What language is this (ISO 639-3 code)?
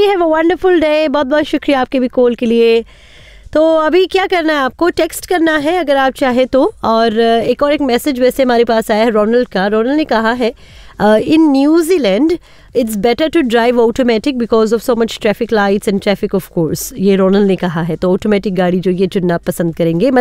hin